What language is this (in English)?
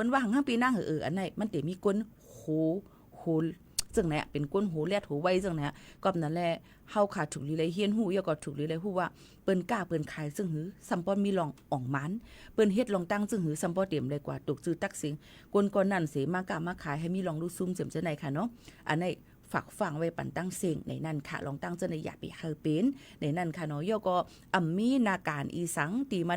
Shan